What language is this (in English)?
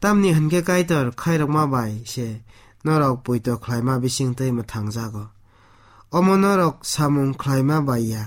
Kok Borok